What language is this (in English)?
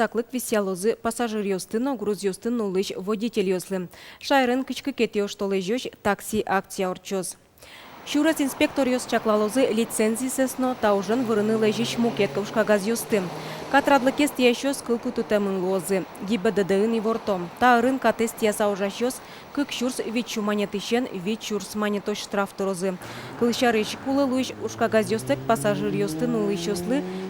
Udmurt